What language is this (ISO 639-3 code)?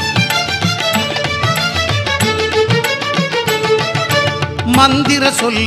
tam